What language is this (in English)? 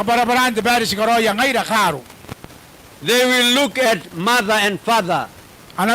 Gilbertese